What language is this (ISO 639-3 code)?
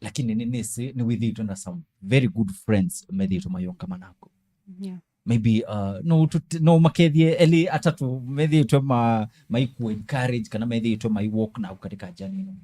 kam